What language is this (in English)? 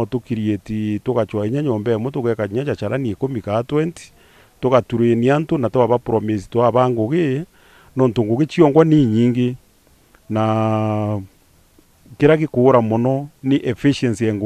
Meru